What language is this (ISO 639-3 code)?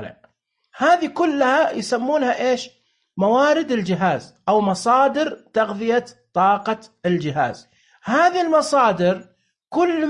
ars